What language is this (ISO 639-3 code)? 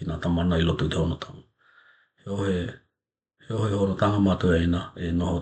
tkl